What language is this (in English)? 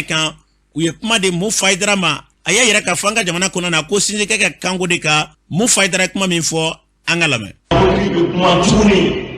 Bambara